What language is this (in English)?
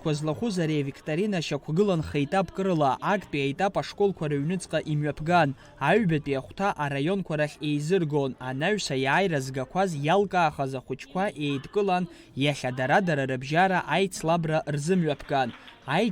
Abkhazian